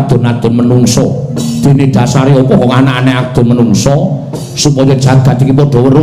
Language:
Javanese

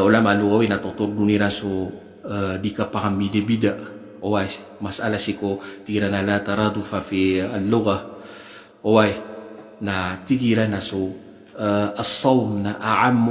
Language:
Maranao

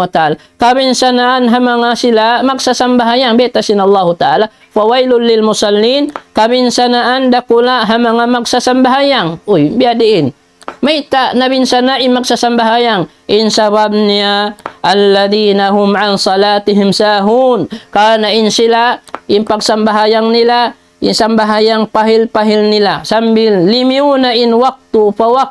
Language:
Tausug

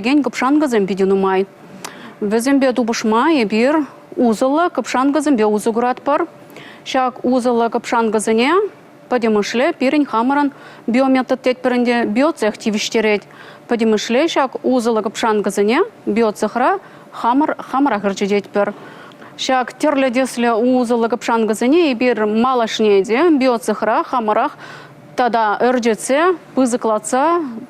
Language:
Chuvash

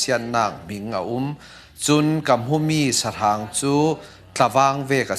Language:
Falam Chin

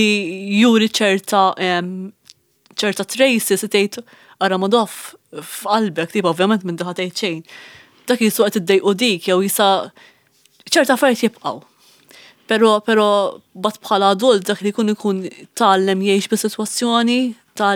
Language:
Maltese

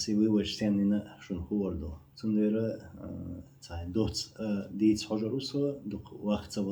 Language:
Chechen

